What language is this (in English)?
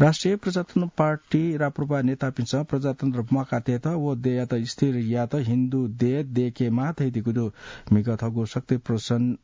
Newari